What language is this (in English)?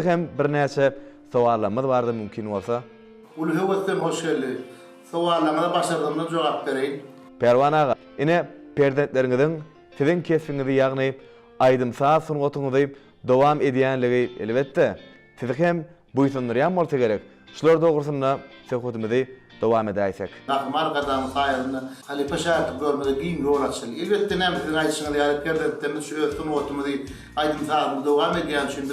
Turkmen